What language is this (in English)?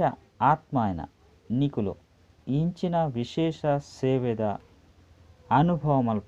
Tulu